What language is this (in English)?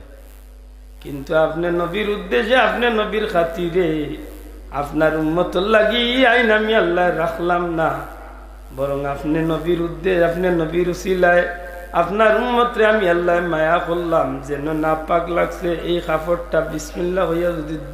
Sylheti